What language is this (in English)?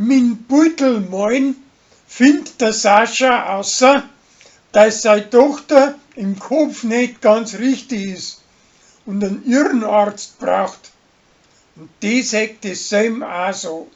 Bavarian